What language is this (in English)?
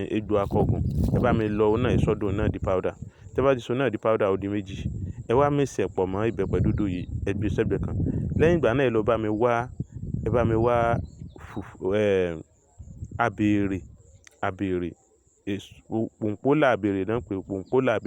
Yoruba